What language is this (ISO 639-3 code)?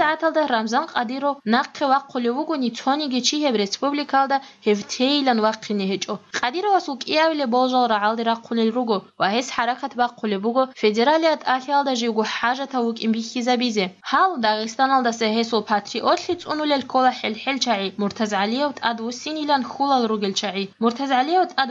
ava